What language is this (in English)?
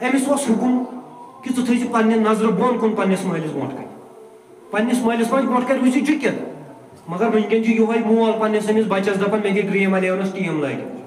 Kashmiri